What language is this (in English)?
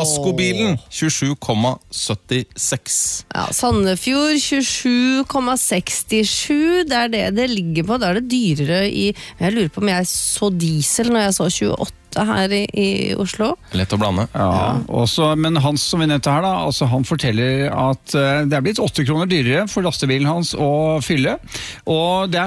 Norwegian